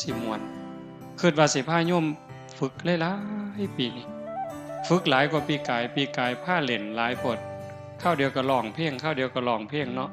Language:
Northeastern Thai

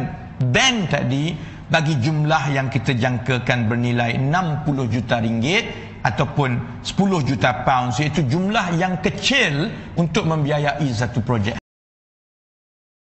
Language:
Malay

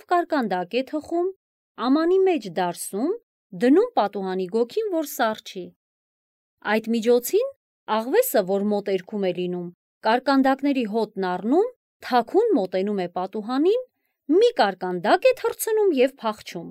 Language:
Armenian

